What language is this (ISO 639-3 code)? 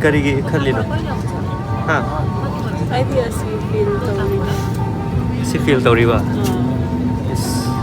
mni